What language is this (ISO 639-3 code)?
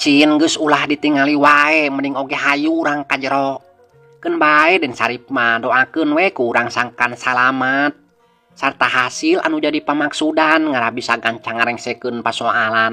sun